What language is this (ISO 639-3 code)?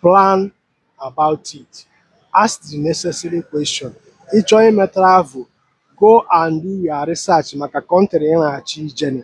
ibo